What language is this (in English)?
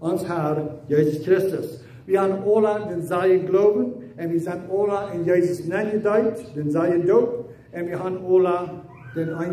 Plautdietsch